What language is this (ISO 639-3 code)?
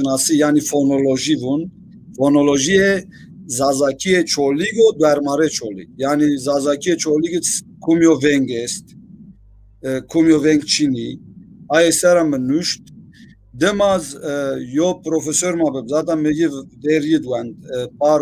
zza